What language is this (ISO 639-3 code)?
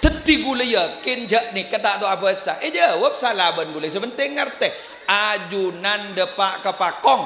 mad